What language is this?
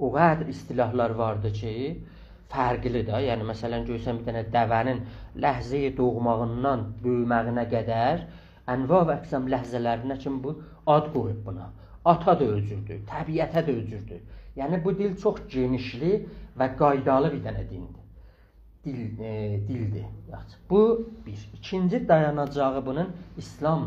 South Azerbaijani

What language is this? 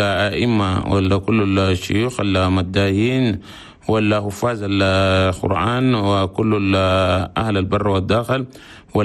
Chadian Arabic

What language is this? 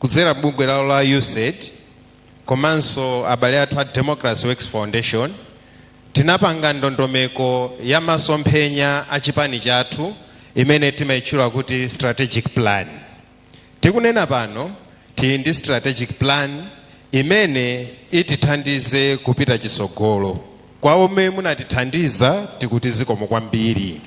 Nyanja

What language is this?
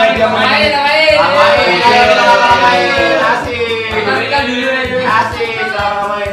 Indonesian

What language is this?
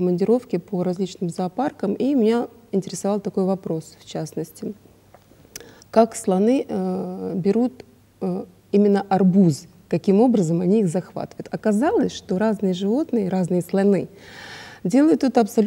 Russian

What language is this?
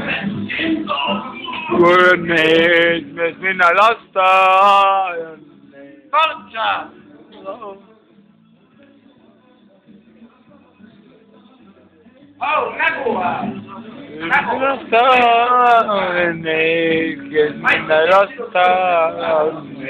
Estonian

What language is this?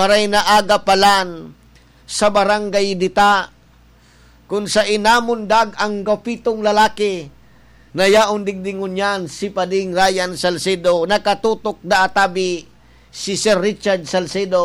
Bikol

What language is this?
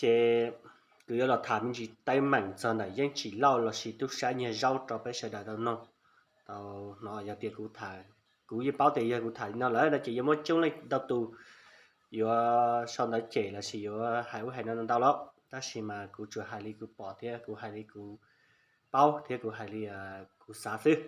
Hmong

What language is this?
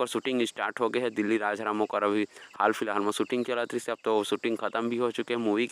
Chhattisgarhi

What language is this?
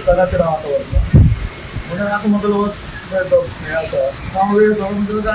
Konkani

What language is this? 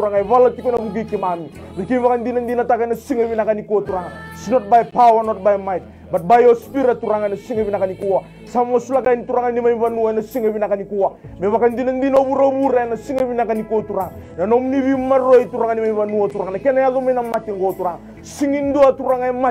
Fijian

